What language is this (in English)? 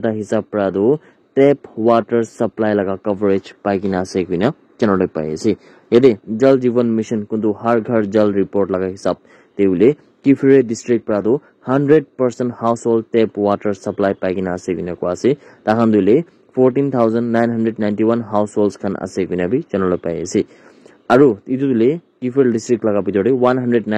Naga Pidgin